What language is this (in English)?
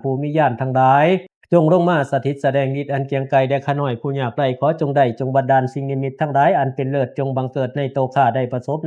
Pali